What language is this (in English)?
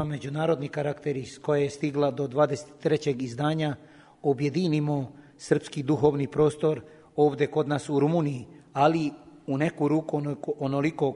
Serbian